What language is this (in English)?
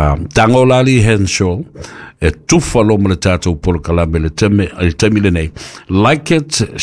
Samoan